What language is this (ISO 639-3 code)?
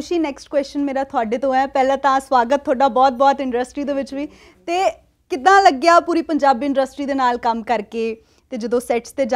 pan